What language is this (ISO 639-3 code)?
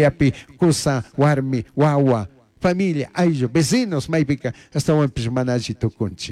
qug